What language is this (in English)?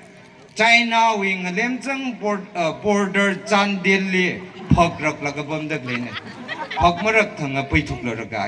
Tangkhul Naga (India)